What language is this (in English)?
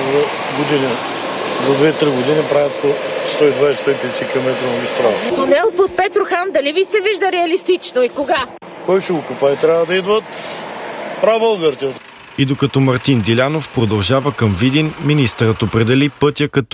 Bulgarian